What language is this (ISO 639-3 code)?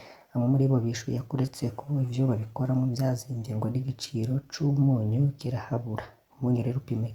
run